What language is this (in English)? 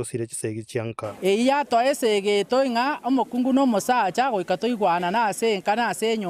Gusii